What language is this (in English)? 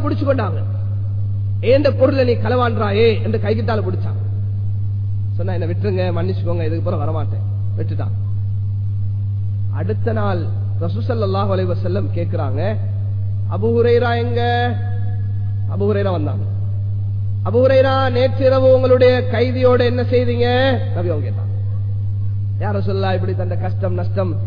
Tamil